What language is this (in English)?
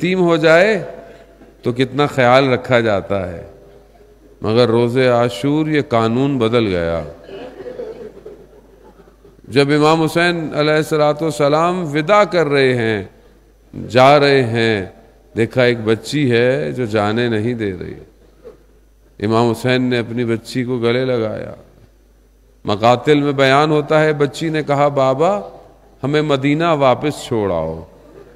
Urdu